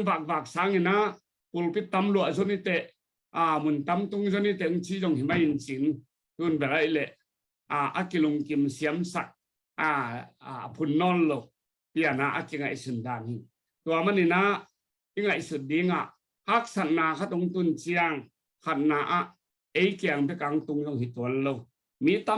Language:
Tedim Chin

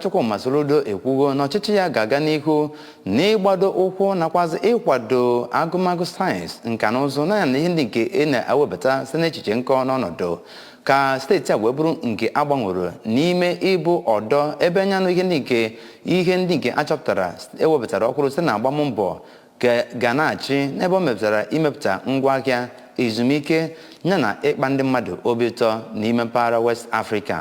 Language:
Igbo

